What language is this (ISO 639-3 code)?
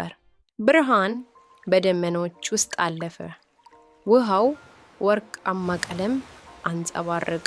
amh